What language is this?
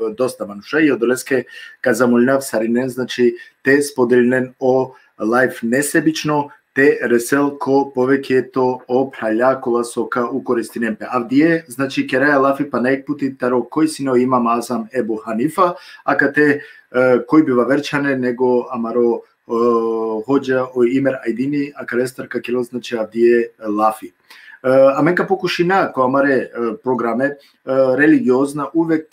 Balkan Romani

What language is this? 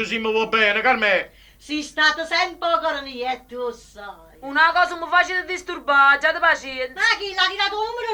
Neapolitan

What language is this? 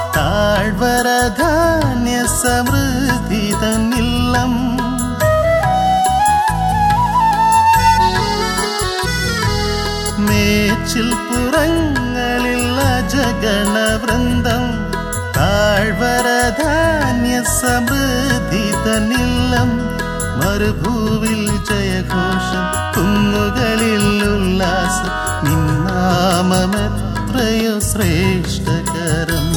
Malayalam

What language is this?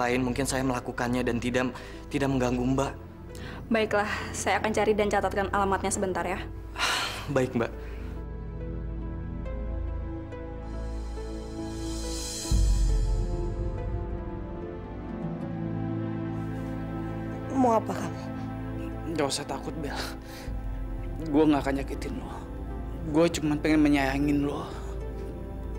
Indonesian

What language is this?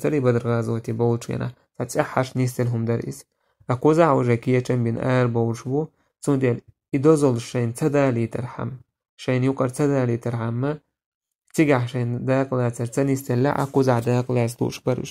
Chechen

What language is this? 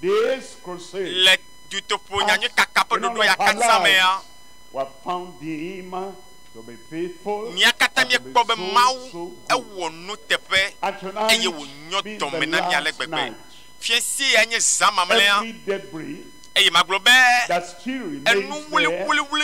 Ewe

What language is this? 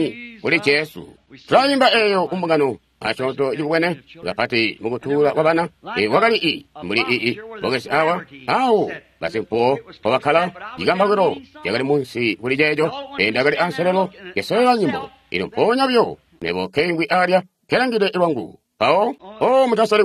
Tonga (Zambia)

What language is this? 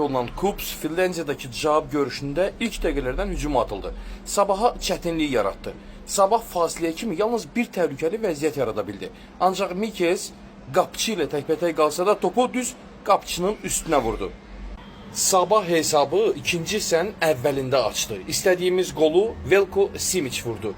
Azerbaijani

